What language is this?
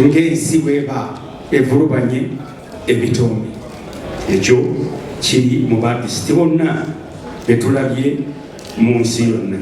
Ganda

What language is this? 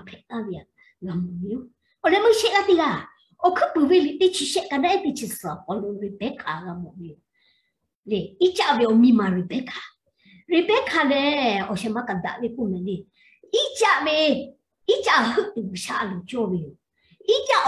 Lahu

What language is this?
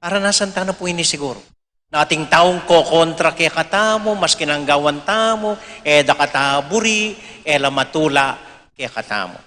Pampanga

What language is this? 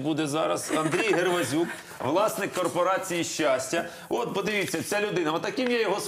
Ukrainian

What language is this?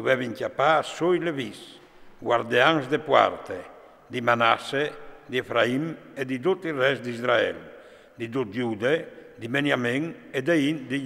Friulian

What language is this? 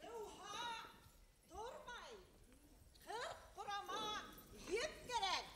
Bashkir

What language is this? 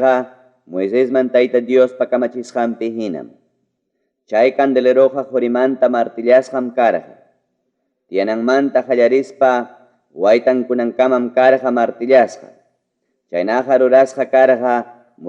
Ayacucho Quechua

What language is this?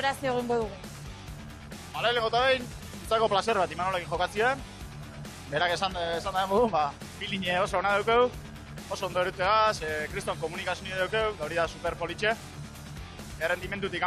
Basque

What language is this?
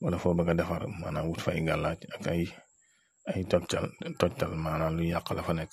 Wolof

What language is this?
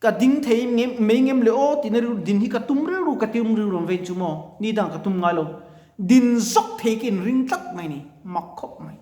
Mizo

